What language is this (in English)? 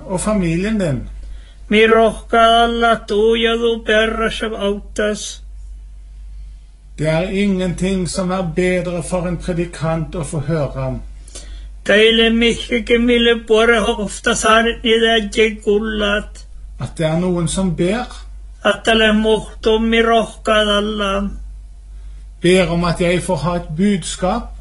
Norwegian